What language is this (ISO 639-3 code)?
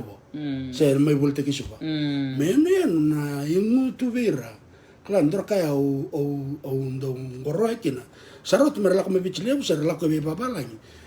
fij